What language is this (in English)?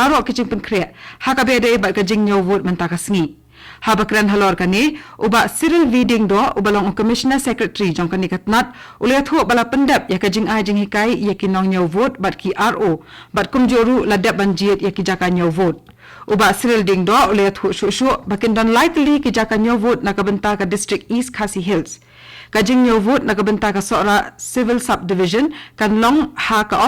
Khasi